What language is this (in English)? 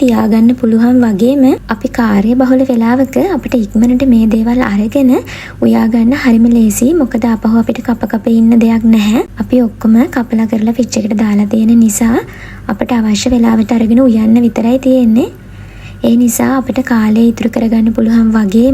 Sinhala